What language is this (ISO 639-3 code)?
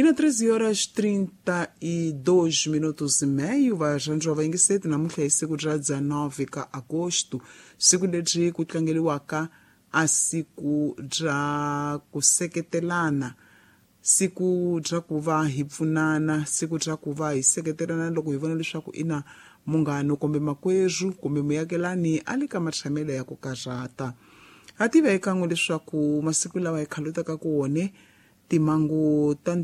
tso